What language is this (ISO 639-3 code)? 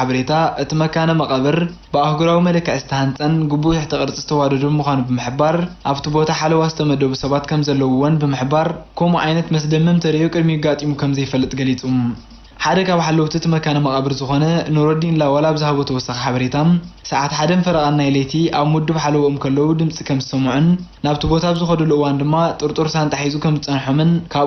tir